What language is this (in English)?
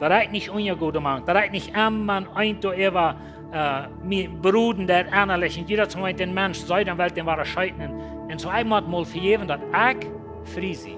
Plautdietsch